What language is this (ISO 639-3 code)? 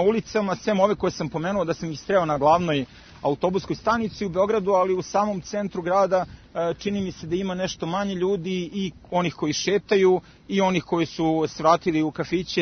srp